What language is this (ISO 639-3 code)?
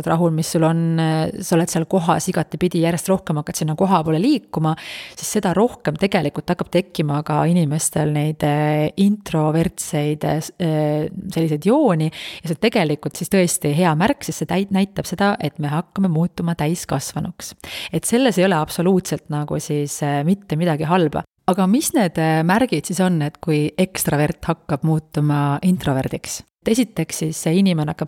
est